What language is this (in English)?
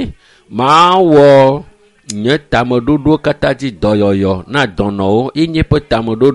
Ewe